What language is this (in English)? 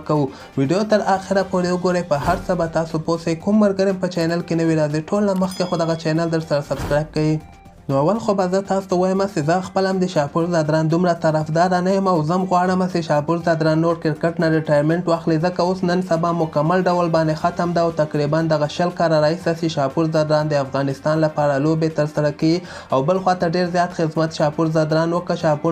Pashto